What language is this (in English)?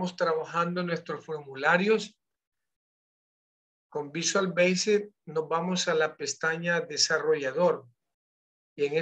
Spanish